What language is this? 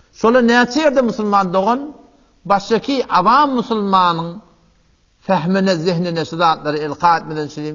Turkmen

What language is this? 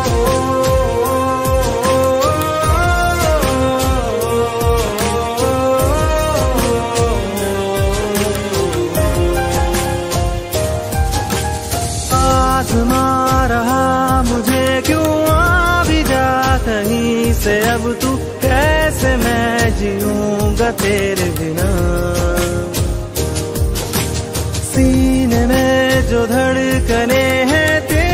Hindi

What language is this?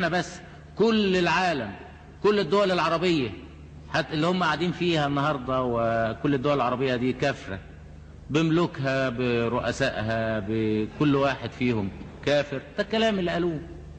Egyptian Arabic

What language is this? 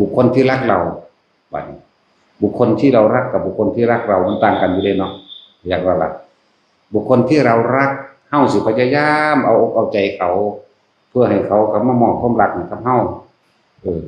Northeastern Thai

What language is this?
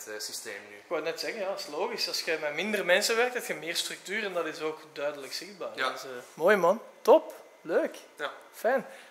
Dutch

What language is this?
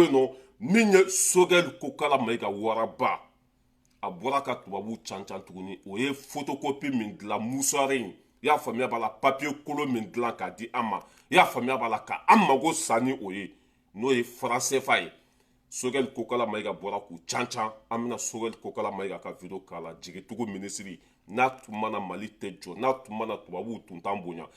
Bambara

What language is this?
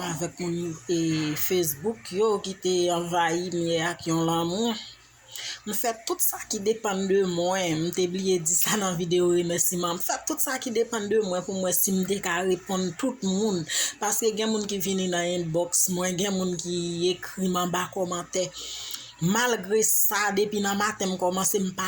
Haitian Creole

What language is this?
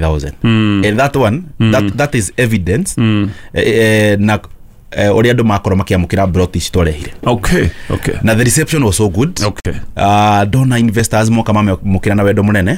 Kikuyu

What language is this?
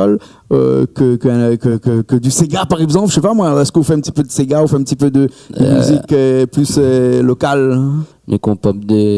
Réunion Creole French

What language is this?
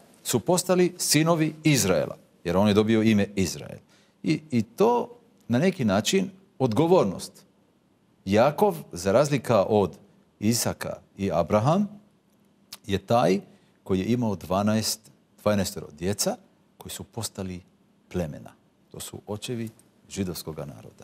Croatian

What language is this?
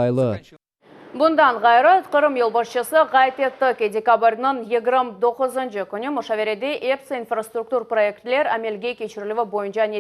Crimean Tatar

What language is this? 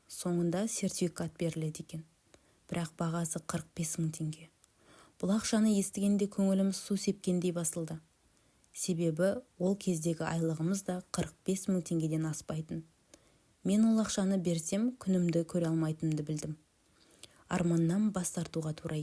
Kazakh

